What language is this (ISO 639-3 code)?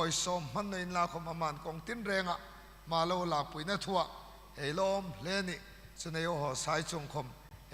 hmr